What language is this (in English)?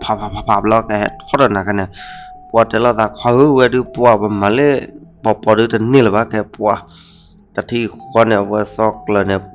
S'gaw Karen